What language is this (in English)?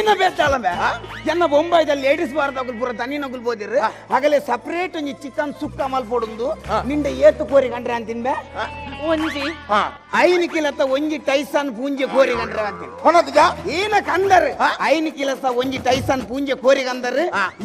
Tulu